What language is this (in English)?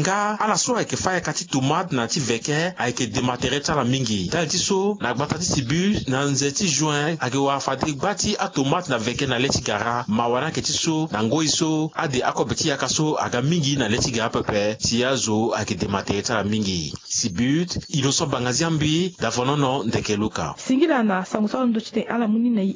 Sango